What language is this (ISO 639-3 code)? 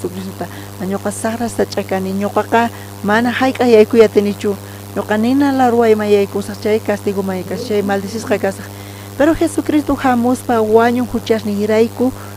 quh